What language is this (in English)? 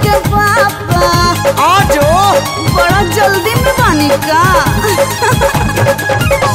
Bhojpuri